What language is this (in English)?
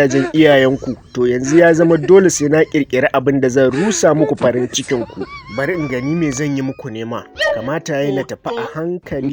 Hausa